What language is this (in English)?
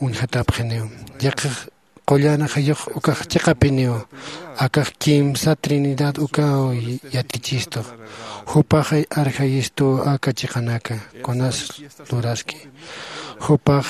Aymara